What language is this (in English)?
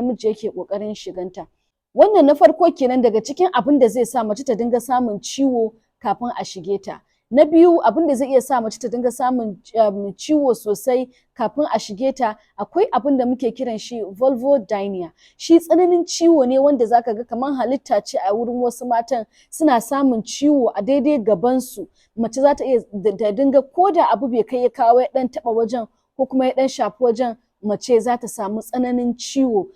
Hausa